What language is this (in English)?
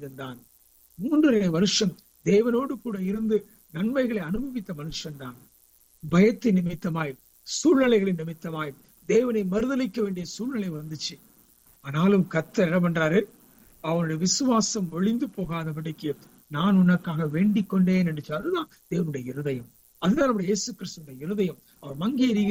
Tamil